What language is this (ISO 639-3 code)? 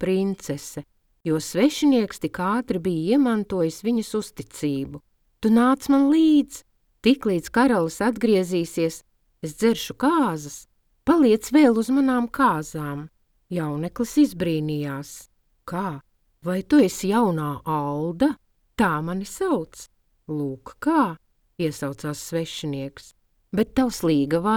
lav